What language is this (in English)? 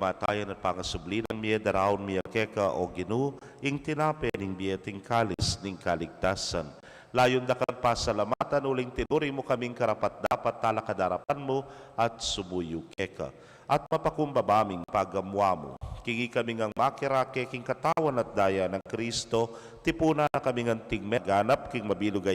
Pampanga